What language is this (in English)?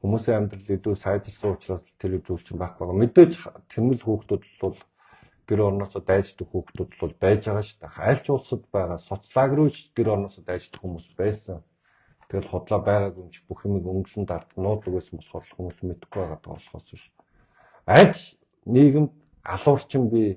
Mongolian